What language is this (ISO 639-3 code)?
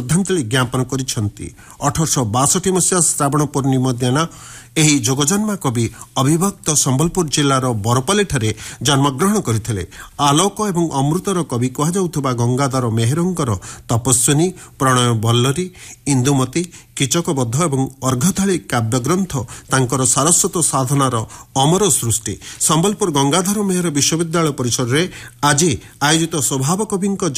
ori